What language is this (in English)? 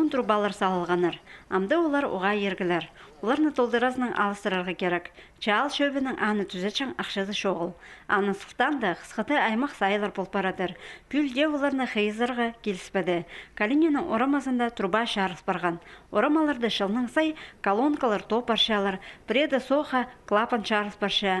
Khakas